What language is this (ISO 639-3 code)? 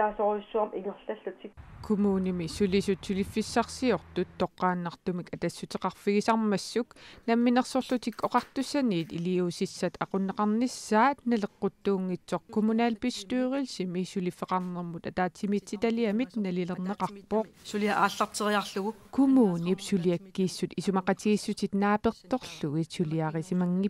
kal